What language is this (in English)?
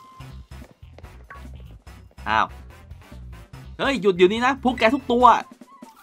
Thai